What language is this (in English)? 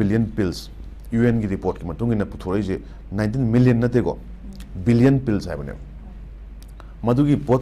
Manipuri